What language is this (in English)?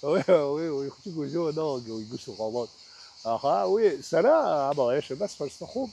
Abkhazian